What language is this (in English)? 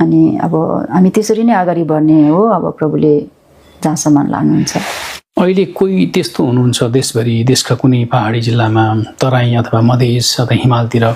Nepali